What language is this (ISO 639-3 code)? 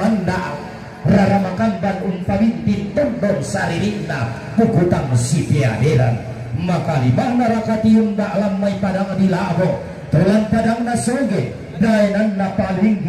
sda